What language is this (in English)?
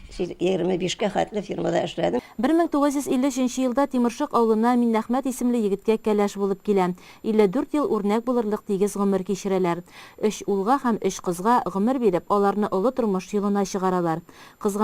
Tatar